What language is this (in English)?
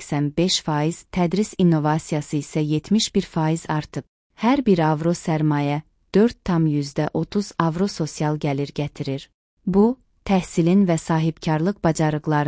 Azerbaijani